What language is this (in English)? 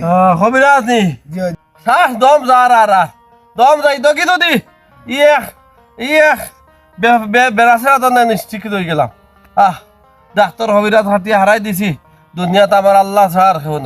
Sylheti